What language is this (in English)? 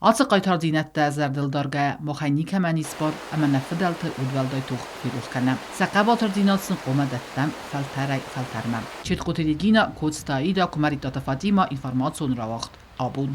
Ossetic